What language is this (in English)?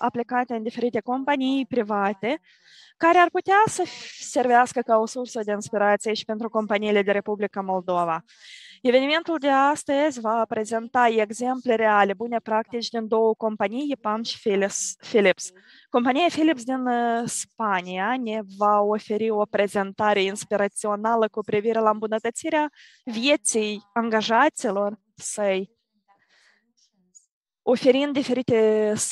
Romanian